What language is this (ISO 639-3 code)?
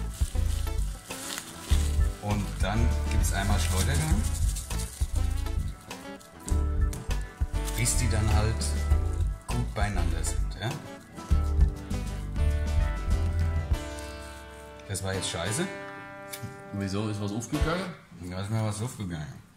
deu